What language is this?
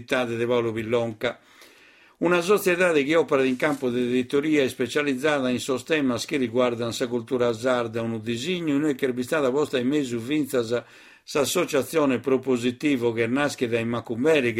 Sardinian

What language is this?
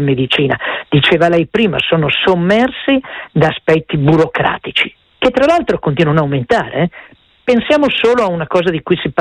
Italian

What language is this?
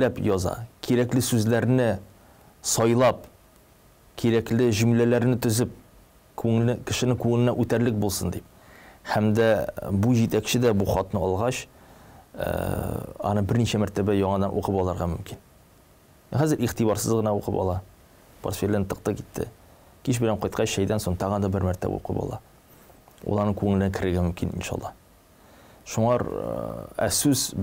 Tatar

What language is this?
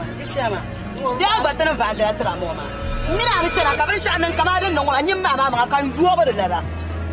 Dagbani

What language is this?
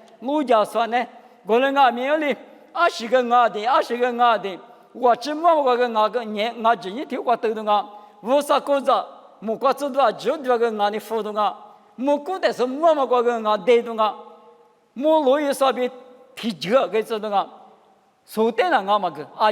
Lisu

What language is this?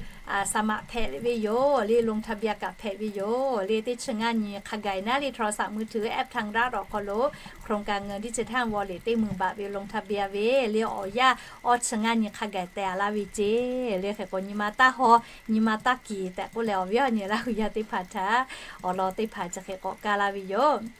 Lahu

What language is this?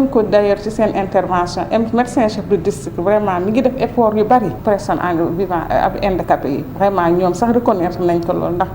Wolof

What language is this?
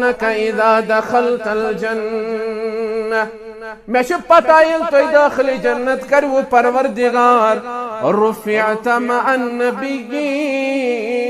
Kashmiri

